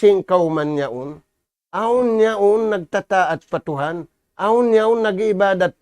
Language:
Tausug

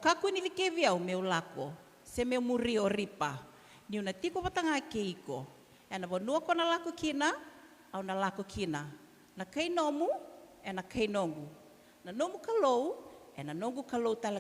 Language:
Fijian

